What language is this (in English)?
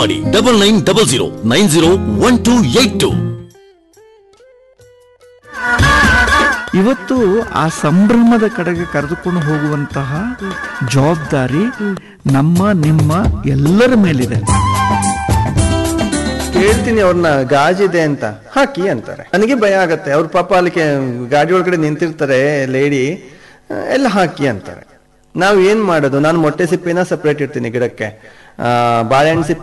Kannada